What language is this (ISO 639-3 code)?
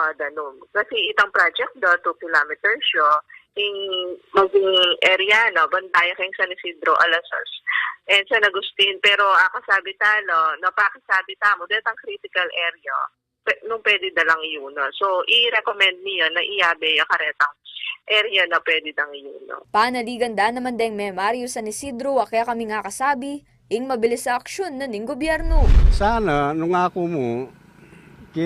pam